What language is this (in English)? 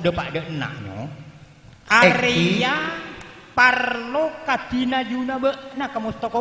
Madurese